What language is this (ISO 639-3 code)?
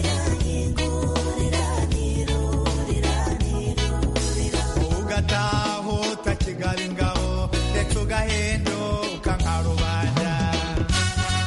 kin